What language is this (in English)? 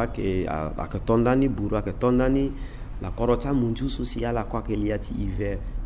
Sango